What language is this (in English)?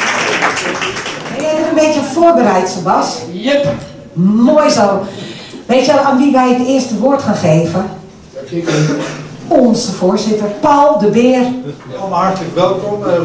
Dutch